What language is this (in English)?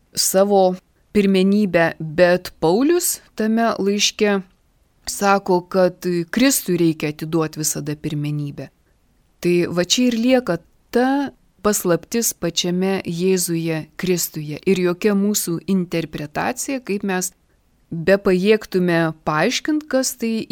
Lithuanian